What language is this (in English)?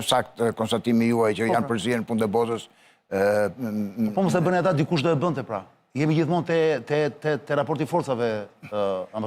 Albanian